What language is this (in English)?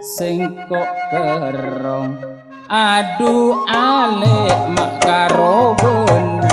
Madurese